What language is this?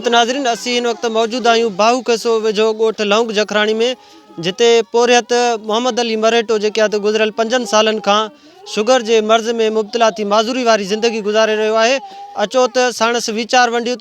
Sindhi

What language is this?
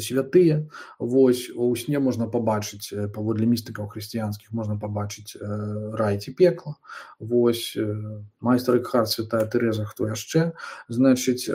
Belarusian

